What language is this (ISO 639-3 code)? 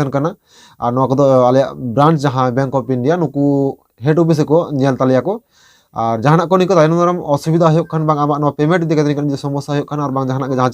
sat